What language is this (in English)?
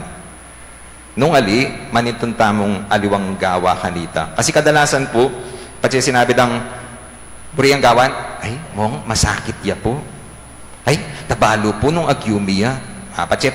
Pampanga